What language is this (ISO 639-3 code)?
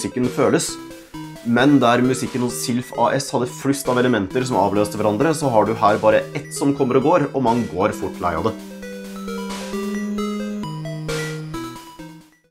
nor